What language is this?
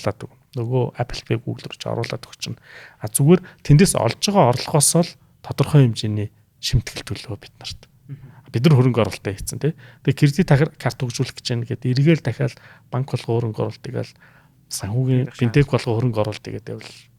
Mongolian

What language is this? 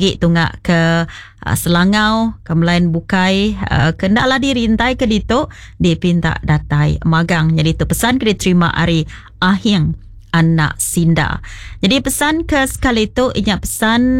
Iban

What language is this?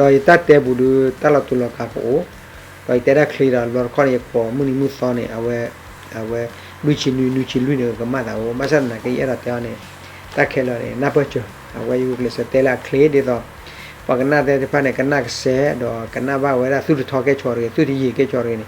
S'gaw Karen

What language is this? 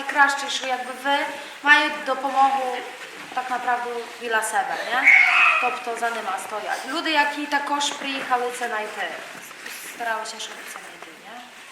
Rusyn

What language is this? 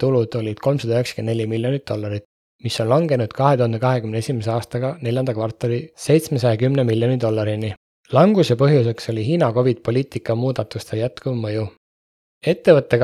Estonian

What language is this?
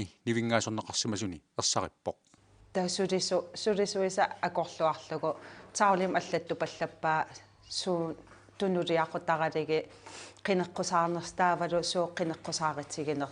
Kalaallisut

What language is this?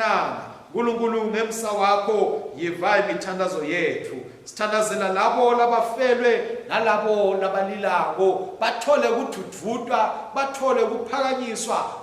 Swati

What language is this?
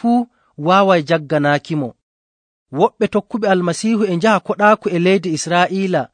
Nigerian Fulfulde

